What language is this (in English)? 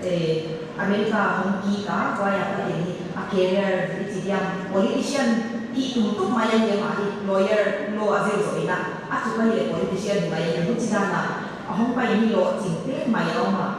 Paite Chin